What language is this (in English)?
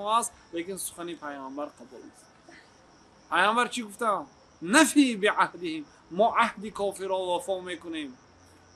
Persian